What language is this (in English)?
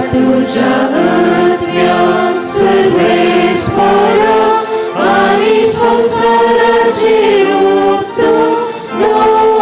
Konkani